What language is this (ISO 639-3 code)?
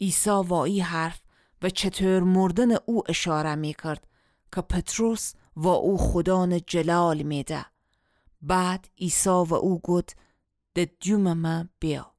glk